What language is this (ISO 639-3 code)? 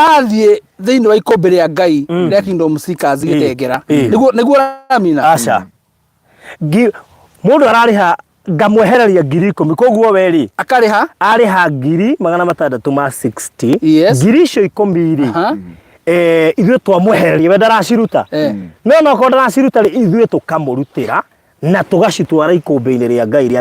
kik